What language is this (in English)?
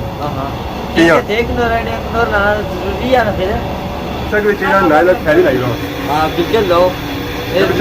Pahari-Potwari